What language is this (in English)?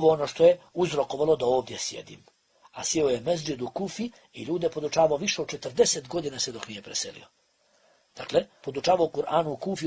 Bosnian